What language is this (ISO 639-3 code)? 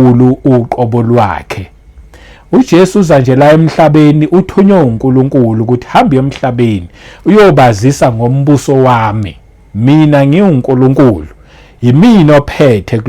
zul